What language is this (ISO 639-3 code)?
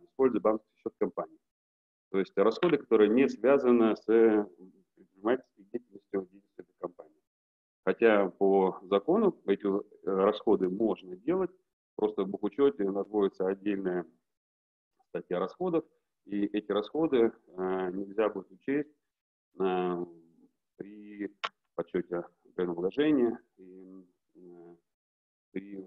rus